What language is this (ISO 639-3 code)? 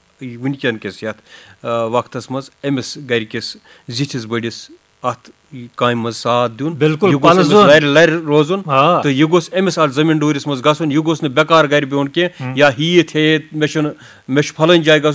kas